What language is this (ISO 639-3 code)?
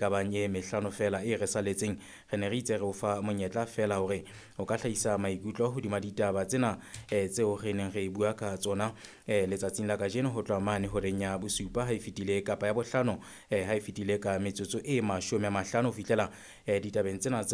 sot